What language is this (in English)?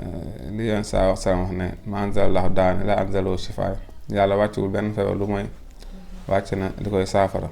Wolof